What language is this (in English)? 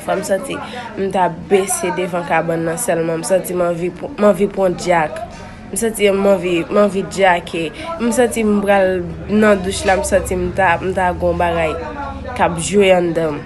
Haitian Creole